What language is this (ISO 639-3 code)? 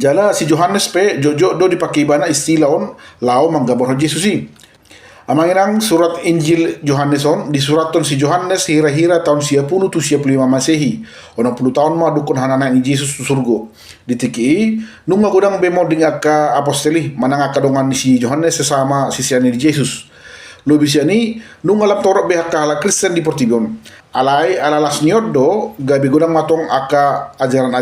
bbc